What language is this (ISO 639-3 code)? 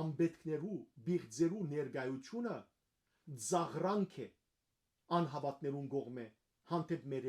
hyw